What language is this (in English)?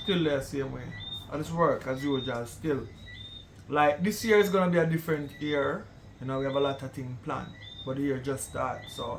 Jamaican Creole English